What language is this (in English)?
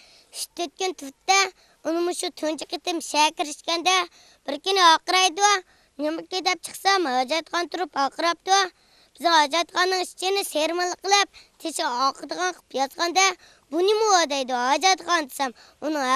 Uyghur